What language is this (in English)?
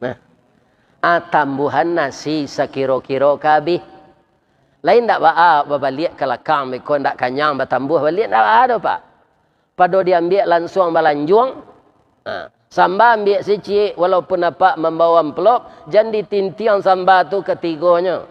Minangkabau